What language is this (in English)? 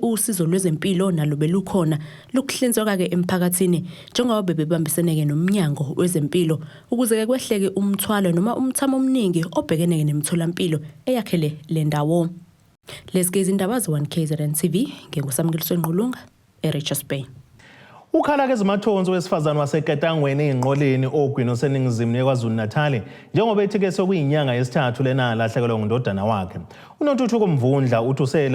Zulu